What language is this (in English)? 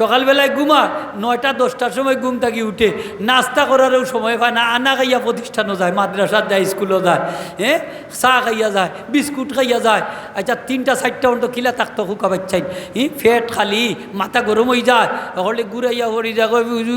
Sylheti